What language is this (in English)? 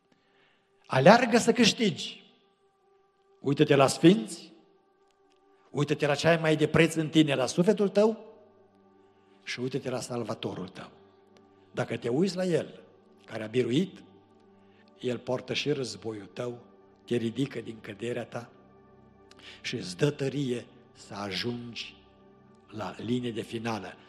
Romanian